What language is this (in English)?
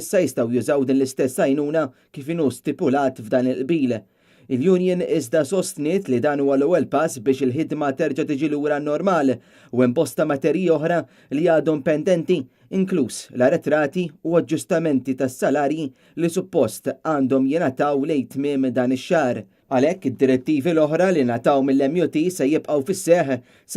Maltese